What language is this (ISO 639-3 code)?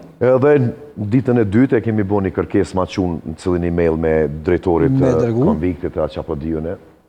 sqi